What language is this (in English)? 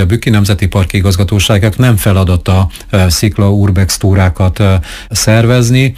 Hungarian